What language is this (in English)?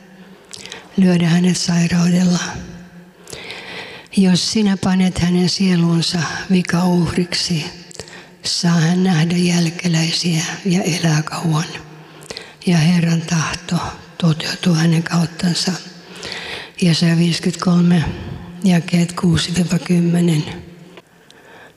Finnish